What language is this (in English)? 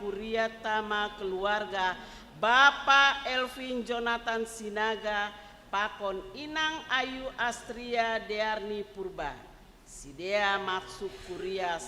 Batak Simalungun